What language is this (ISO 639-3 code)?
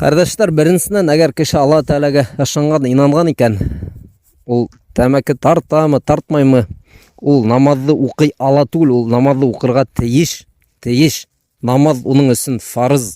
bak